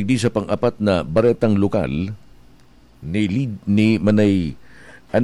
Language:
Bikol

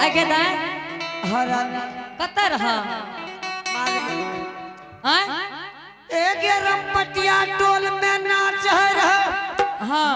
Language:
Angika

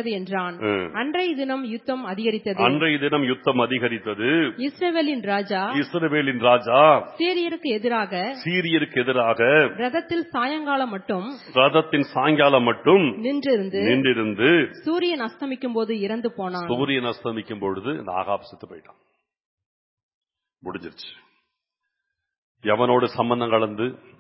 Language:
Tamil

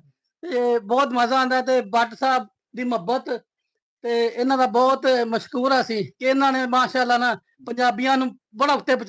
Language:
Western Panjabi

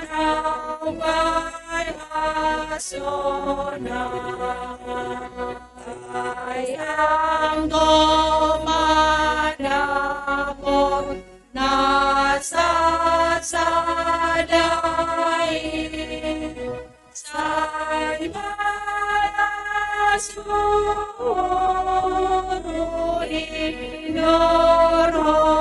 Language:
Batak Simalungun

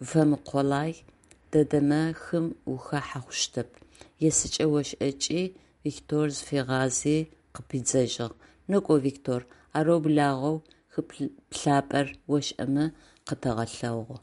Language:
Adyghe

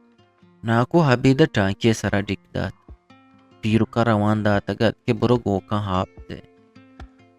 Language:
Eastern Balochi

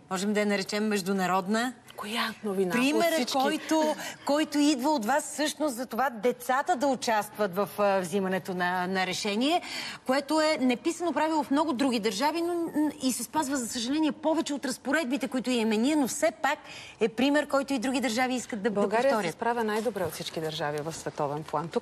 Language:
Bulgarian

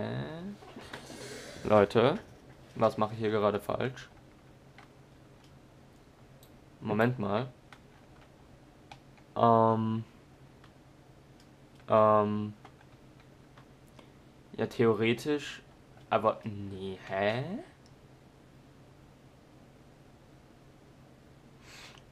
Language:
German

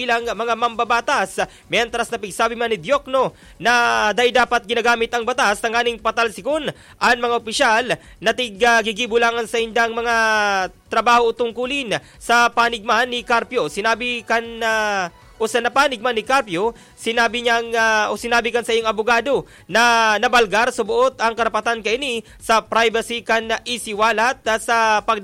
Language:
Bikol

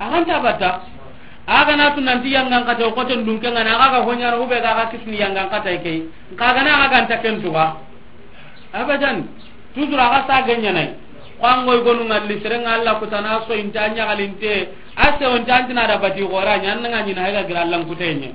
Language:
Soninke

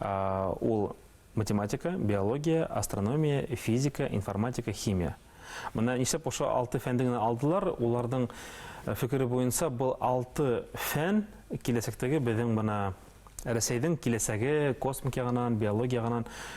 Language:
Bashkir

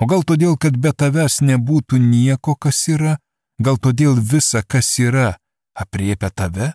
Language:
Lithuanian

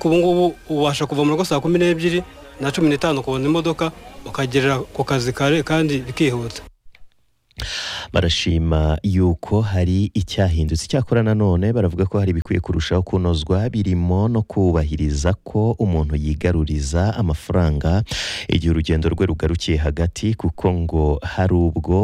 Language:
Kinyarwanda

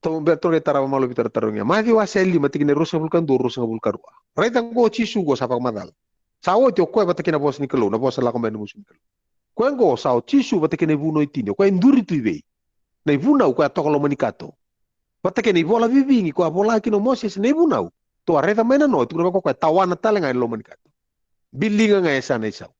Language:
Fijian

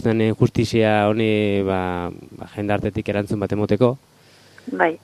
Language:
Basque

